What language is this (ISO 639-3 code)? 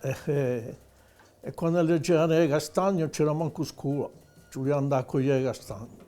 cos